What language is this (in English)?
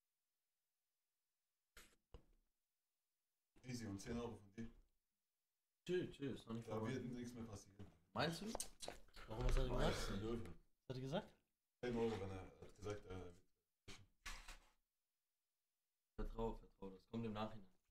German